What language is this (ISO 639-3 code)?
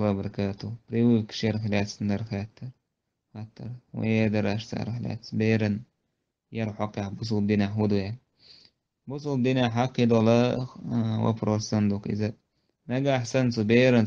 che